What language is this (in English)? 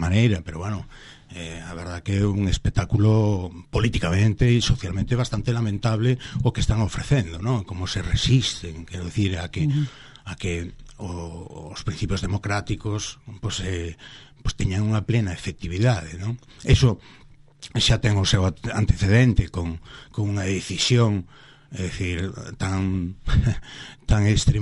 Galician